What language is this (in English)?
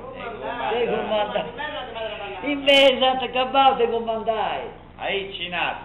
Sardinian